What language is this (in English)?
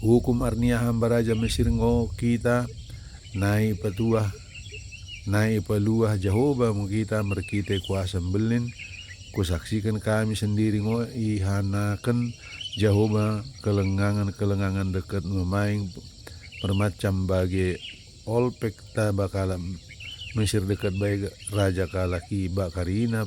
Batak Dairi